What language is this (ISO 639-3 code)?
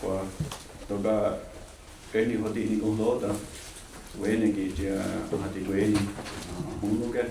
moh